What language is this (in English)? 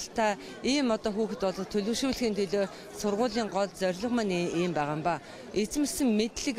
Mongolian